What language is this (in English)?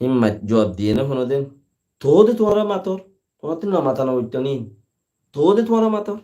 Rohingya